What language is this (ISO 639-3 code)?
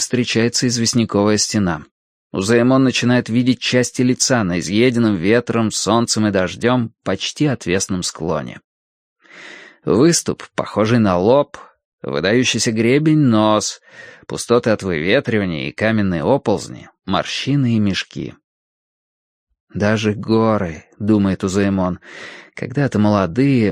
rus